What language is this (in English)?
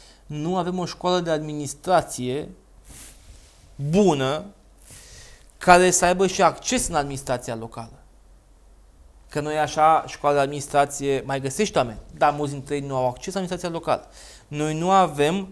Romanian